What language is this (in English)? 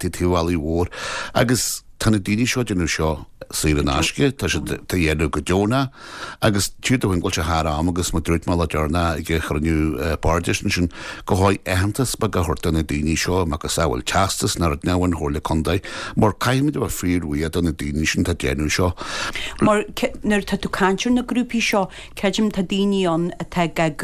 Irish